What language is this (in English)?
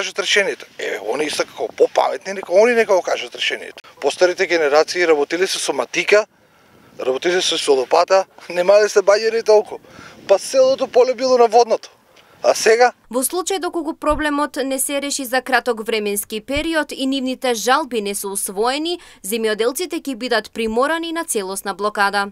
Macedonian